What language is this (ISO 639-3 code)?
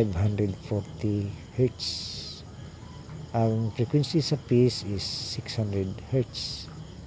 ceb